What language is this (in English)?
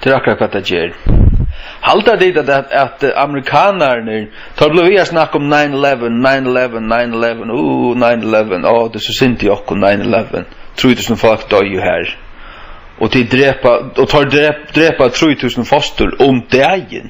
Faroese